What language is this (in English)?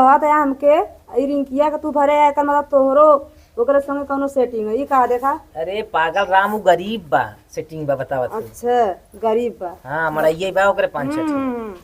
Awadhi